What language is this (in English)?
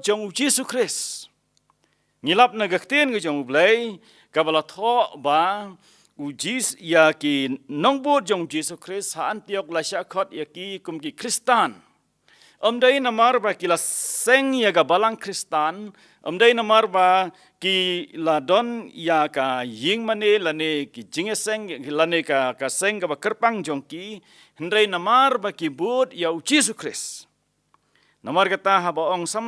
Khasi